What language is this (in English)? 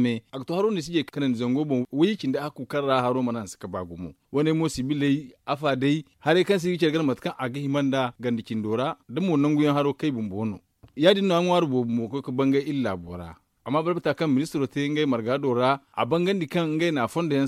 Zarma